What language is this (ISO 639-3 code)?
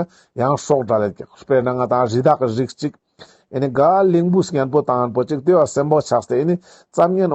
lbj